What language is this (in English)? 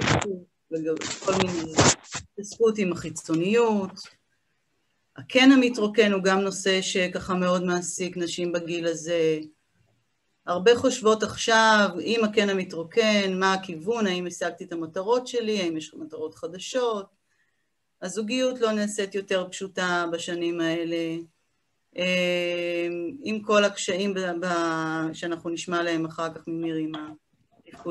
Hebrew